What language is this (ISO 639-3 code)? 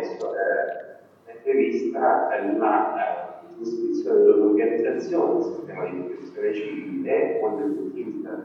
ita